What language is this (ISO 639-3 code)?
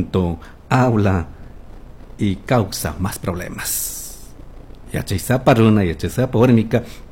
qug